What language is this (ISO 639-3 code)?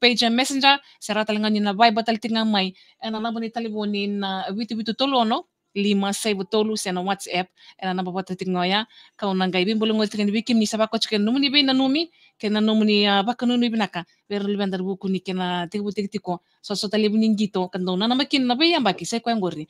fij